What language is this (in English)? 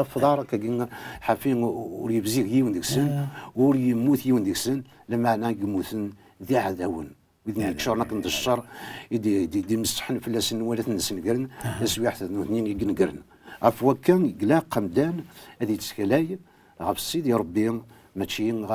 Kabyle